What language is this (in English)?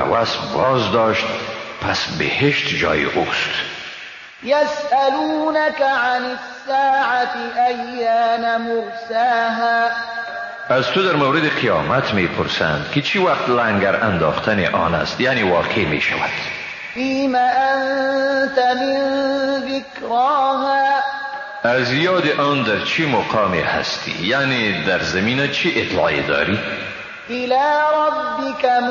Persian